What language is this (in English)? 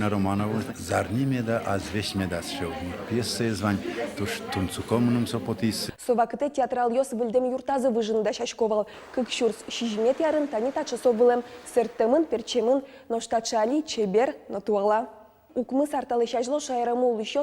Udmurt